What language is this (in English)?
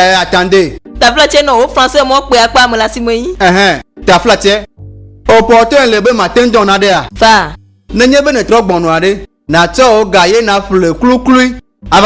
Ewe